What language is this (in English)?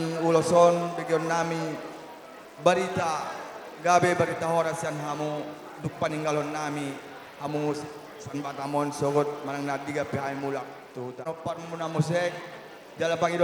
Batak Toba